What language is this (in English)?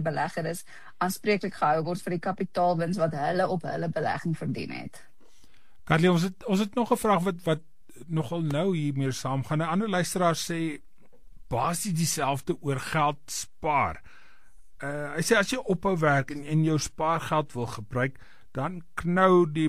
Afrikaans